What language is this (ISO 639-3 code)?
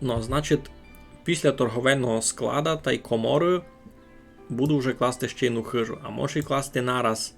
rue